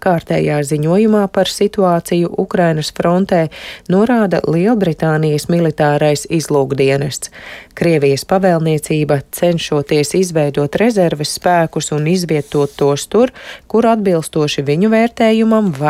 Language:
Latvian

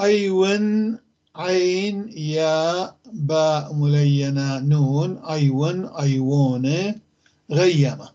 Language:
North Levantine Arabic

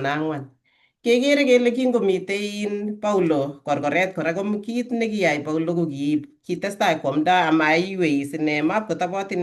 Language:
Kalenjin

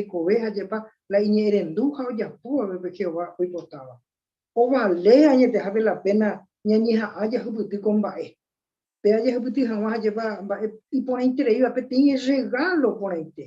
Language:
Guarani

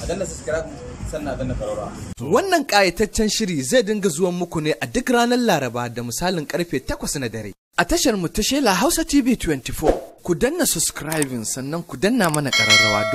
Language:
Hausa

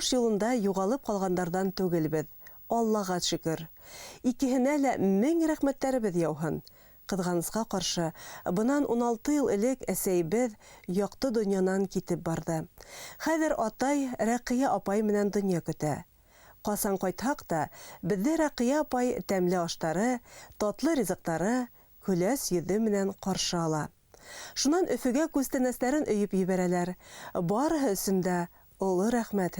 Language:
Bashkir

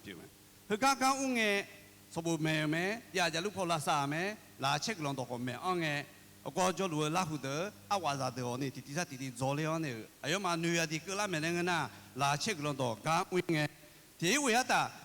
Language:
Akha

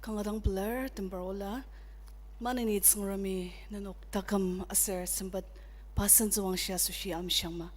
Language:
Ao Naga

